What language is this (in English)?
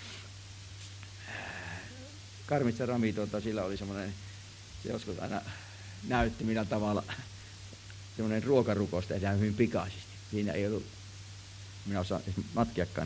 Finnish